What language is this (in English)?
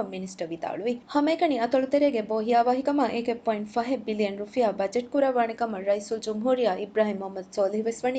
Divehi